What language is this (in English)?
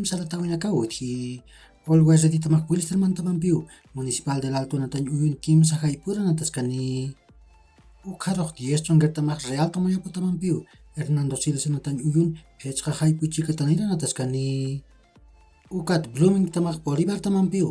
Aymara